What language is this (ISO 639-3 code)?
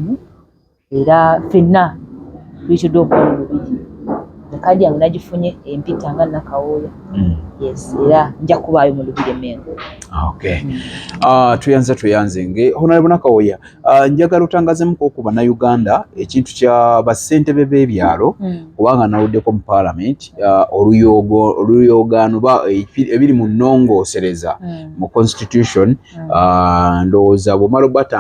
lug